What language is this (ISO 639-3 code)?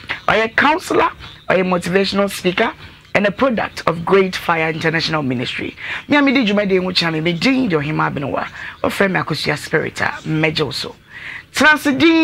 aka